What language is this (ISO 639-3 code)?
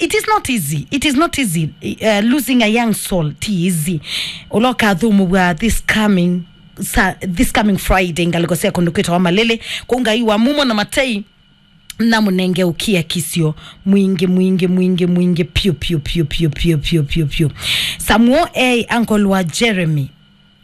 kam